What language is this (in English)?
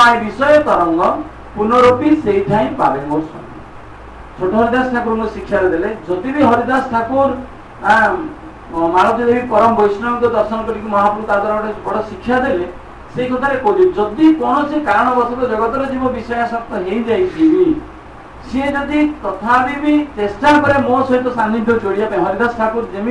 Odia